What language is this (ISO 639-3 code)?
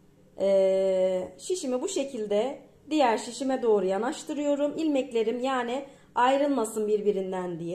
tur